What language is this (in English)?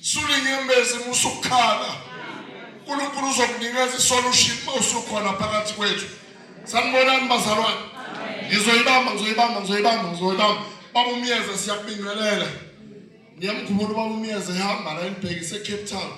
Zulu